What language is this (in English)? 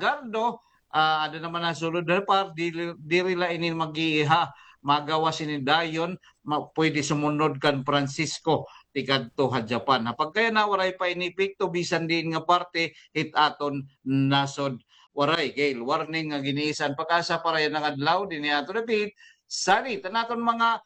Waray